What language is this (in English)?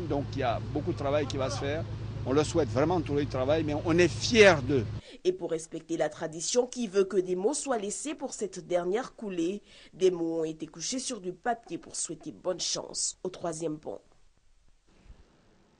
French